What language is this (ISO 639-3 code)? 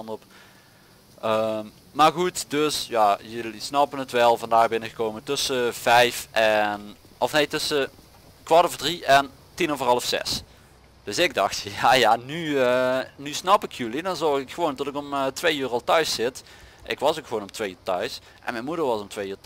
nld